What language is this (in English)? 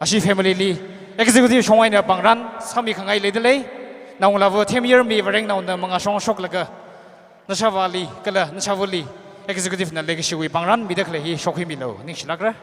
Tangkhul Naga (India)